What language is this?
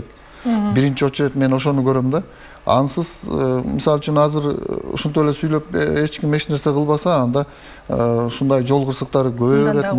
Kyrgyz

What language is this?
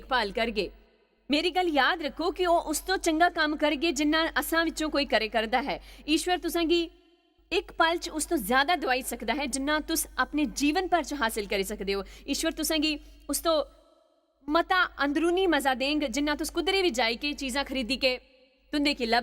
Dogri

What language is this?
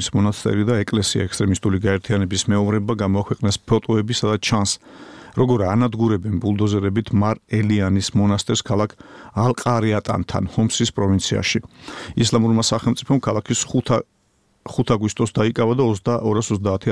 Georgian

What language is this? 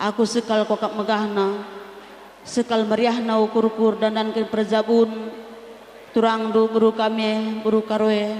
Batak Karo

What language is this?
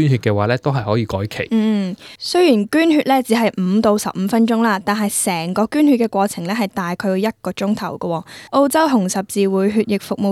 Cantonese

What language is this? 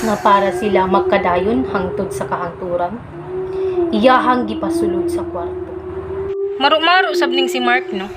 Cebuano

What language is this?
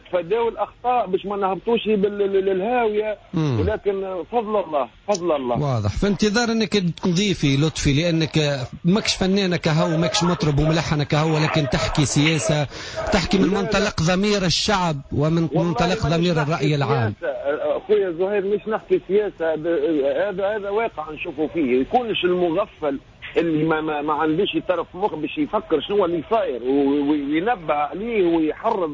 Tunisian Arabic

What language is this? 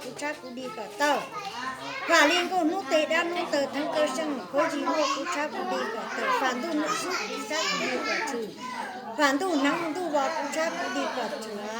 Hmong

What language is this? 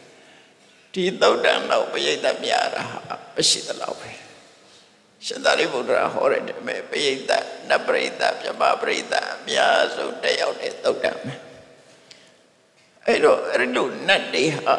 Burmese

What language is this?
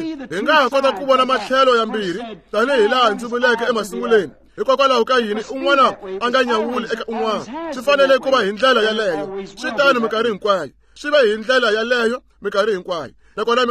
Tsonga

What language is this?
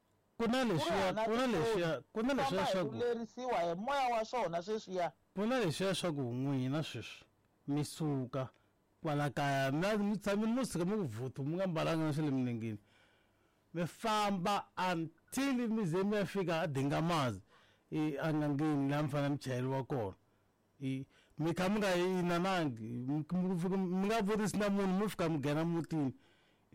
Tsonga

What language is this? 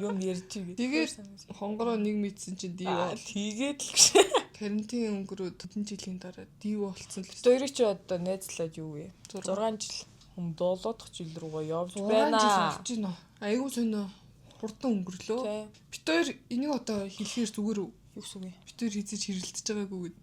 Mongolian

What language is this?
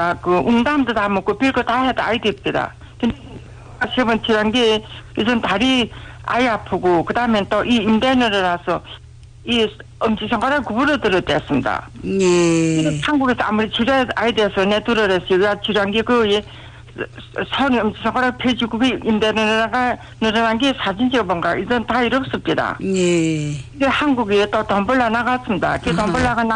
Korean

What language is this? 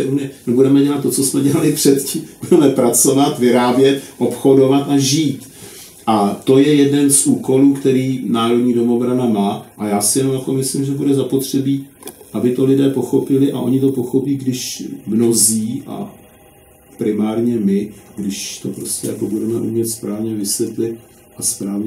Czech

